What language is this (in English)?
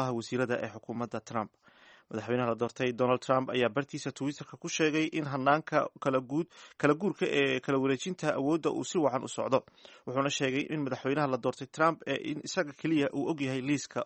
Somali